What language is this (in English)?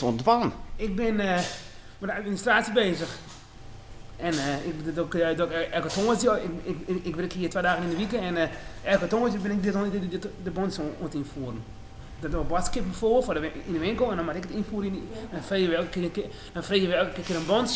Western Frisian